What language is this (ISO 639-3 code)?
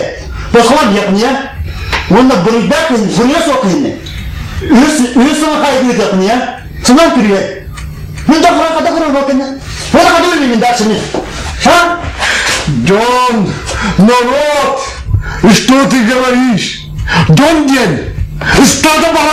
sah